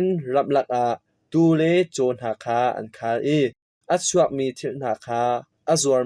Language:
Hakha Chin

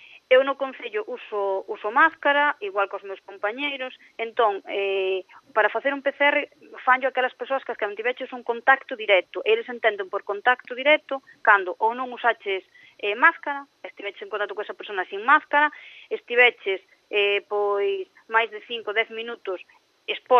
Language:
Galician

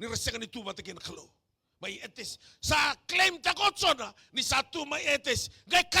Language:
Fijian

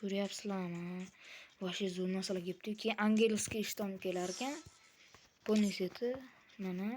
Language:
Uzbek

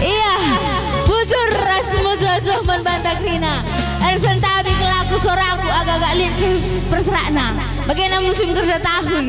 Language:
Batak Karo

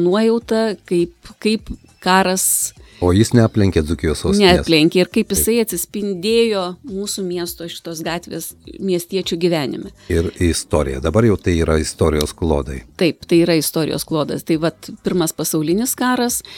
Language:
Lithuanian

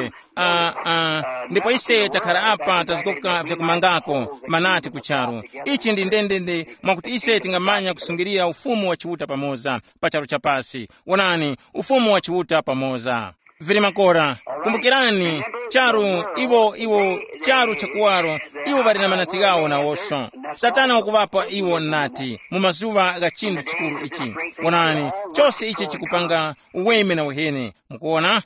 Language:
Tumbuka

